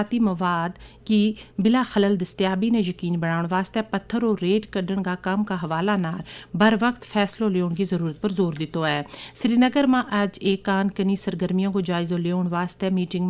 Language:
Gujari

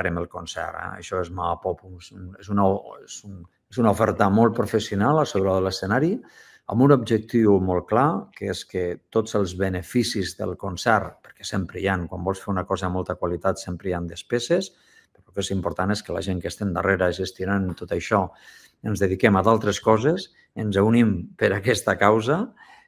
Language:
Catalan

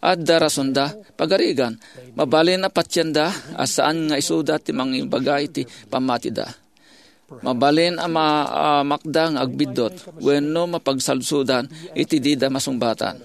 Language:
Iloko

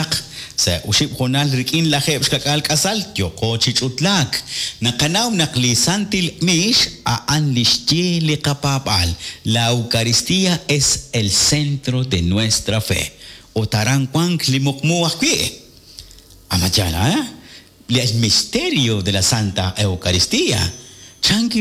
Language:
Kekchí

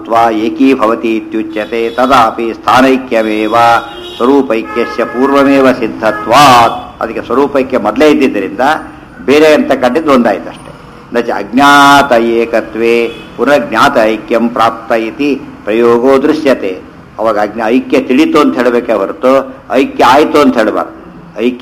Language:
Kannada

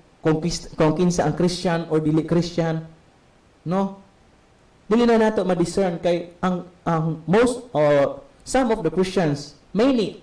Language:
Cebuano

